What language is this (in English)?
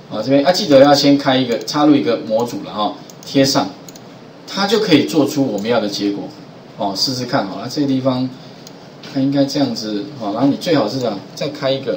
Chinese